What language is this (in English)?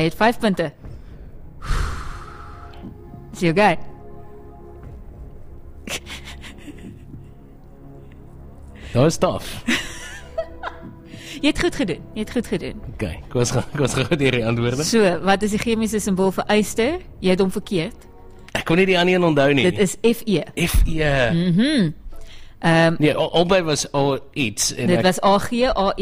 Afrikaans